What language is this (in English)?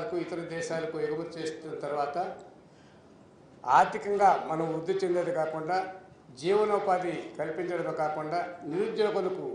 Telugu